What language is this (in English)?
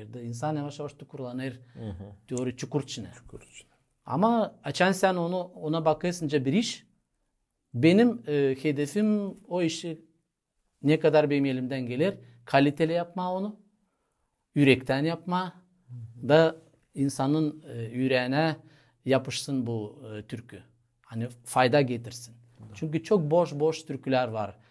Gagauz